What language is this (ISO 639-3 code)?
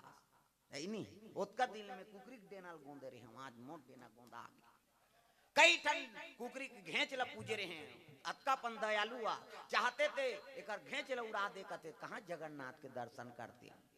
hne